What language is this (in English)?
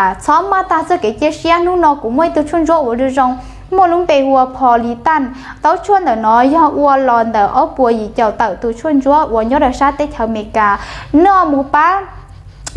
Hmong